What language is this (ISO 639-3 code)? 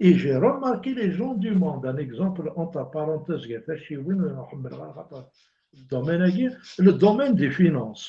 kab